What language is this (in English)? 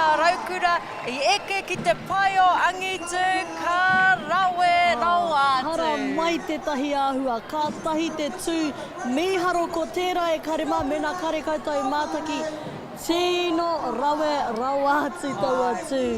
Māori